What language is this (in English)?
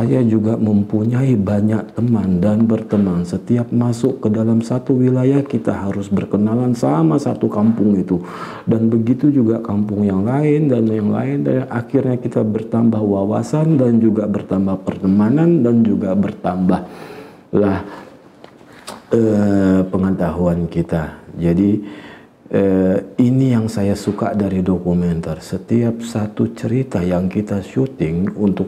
Indonesian